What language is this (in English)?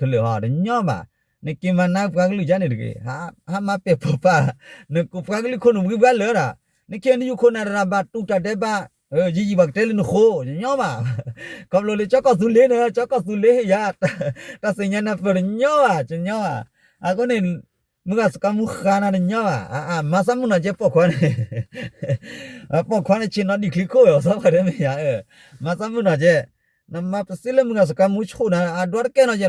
S'gaw Karen